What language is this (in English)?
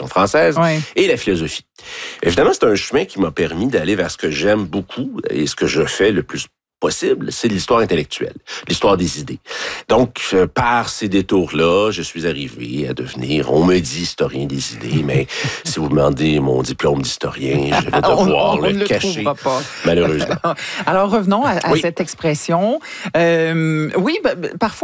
French